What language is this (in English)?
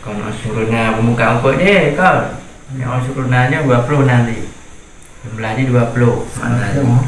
Achinese